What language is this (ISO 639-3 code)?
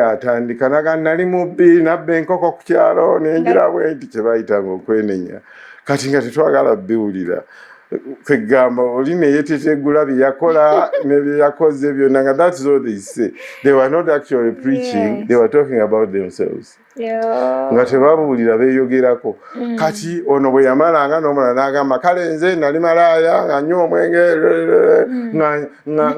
lug